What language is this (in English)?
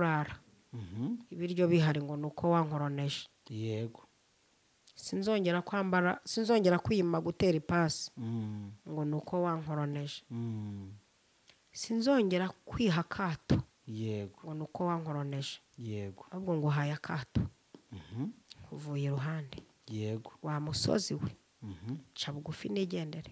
Kinyarwanda